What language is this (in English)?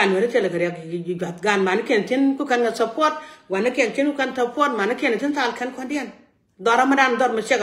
Nuer